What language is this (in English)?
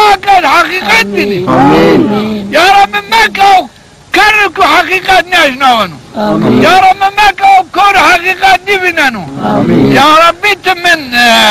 Zaza